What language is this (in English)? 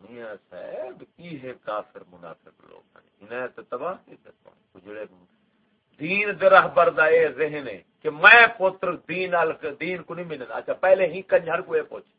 Saraiki